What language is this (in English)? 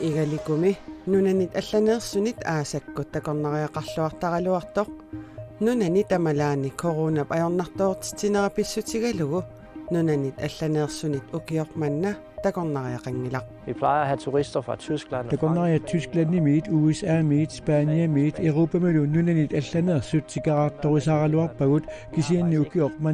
Kalaallisut